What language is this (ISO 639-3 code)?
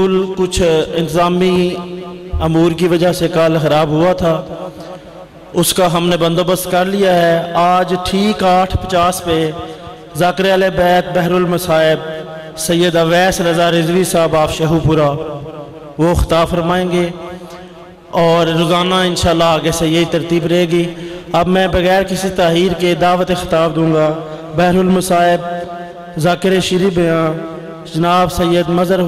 urd